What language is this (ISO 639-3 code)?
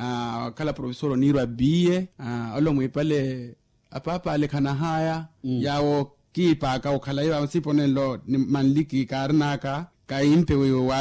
vmw